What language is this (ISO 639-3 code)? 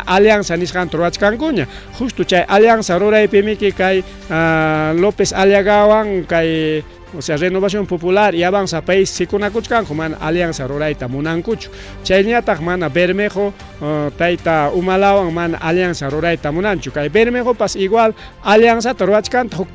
quy